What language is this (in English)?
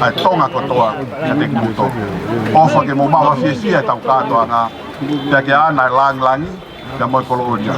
Tongan